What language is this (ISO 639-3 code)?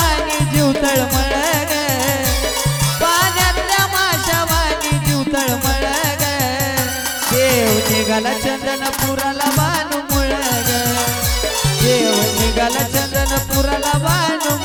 mar